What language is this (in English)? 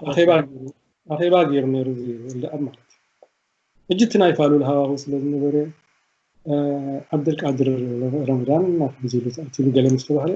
Tigrinya